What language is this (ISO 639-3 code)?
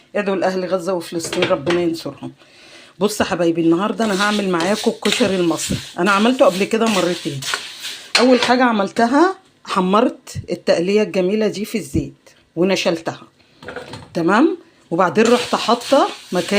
arz